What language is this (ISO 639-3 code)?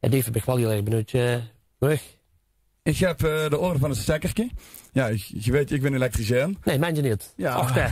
lim